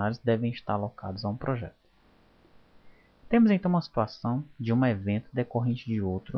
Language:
Portuguese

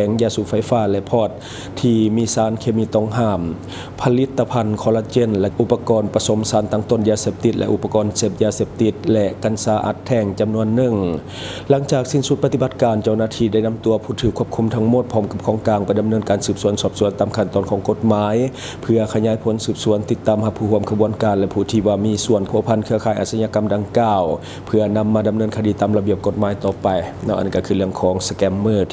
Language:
Lao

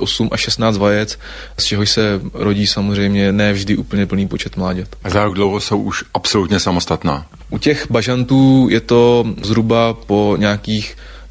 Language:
Czech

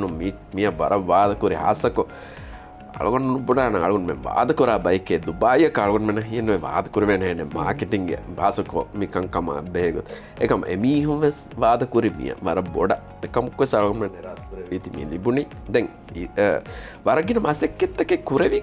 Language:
Divehi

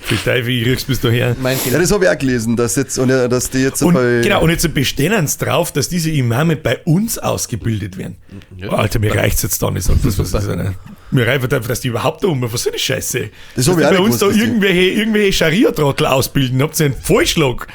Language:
Bavarian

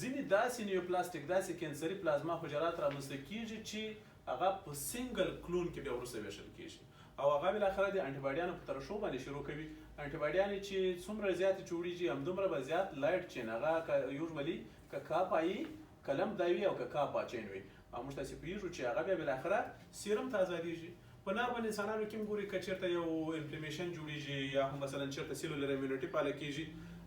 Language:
Pashto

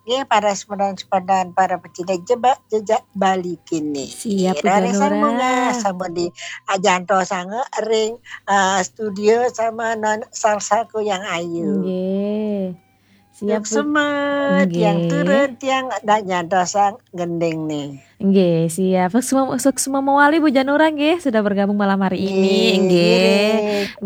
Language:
Balinese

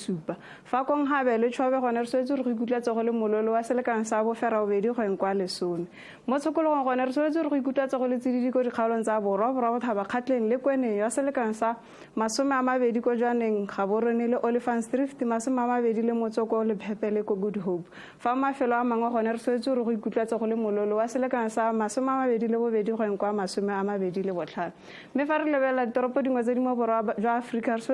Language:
Tswana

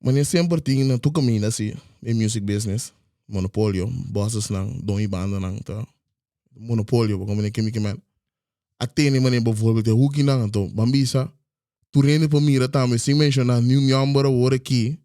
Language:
Papiamento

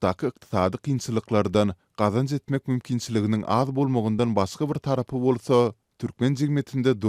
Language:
Turkmen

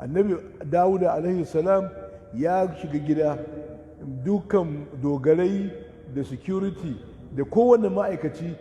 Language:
Hausa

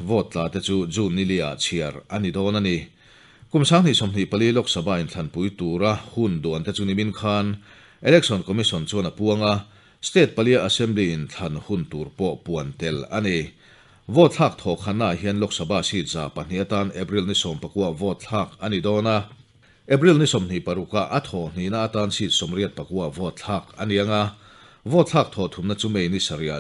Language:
Mizo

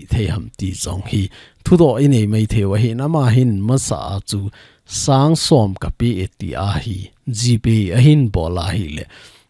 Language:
Thado Chin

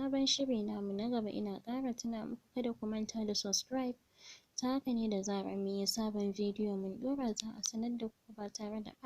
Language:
Hausa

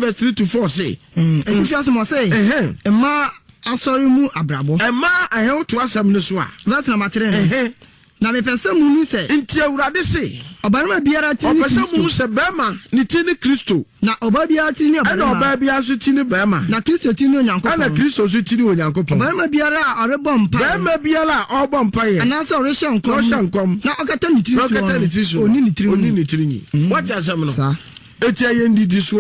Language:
Akan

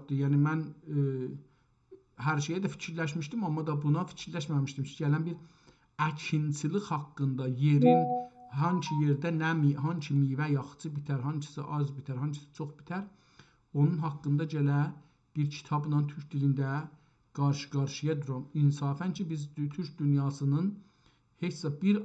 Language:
South Azerbaijani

